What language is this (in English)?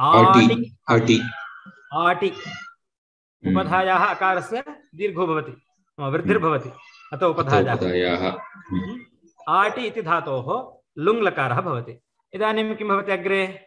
Sanskrit